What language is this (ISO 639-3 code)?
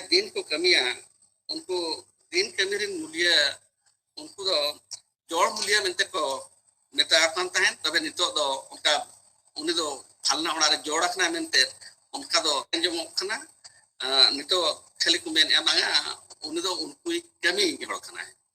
sat